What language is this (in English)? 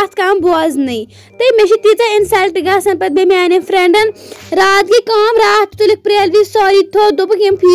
Kashmiri